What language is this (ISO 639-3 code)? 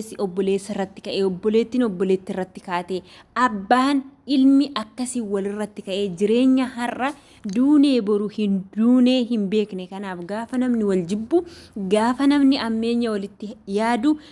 orm